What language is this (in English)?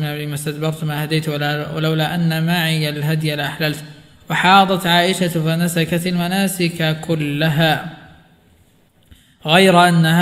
Arabic